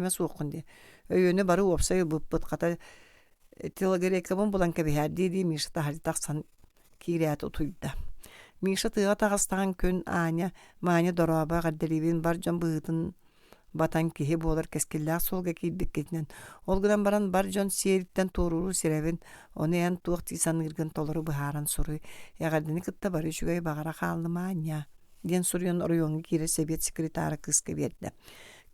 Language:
Yakut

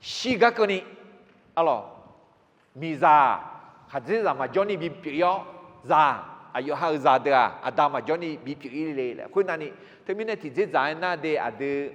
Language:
Akha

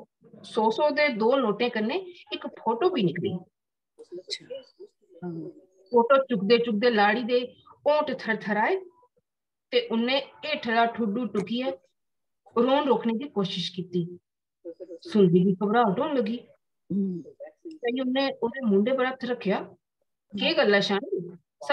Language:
Dogri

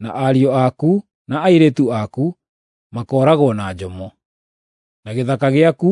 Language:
Kikuyu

